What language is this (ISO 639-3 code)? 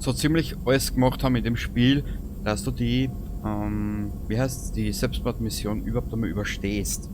bar